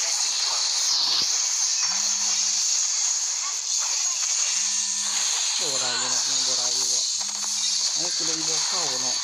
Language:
Lao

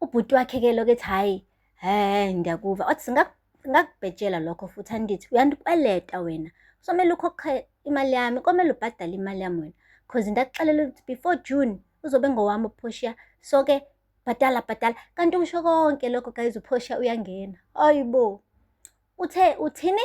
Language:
Zulu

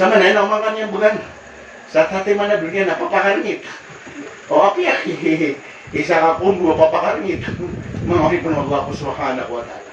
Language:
Maranao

